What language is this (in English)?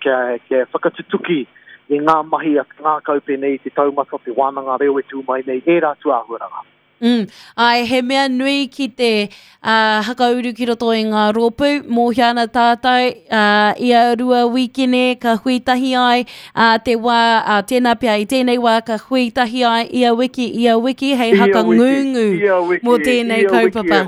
Māori